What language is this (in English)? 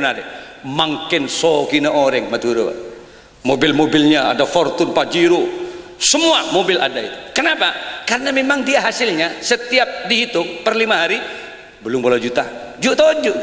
Madurese